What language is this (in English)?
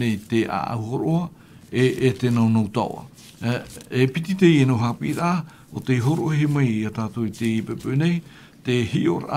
Tahitian